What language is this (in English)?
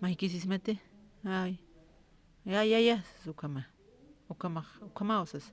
Aymara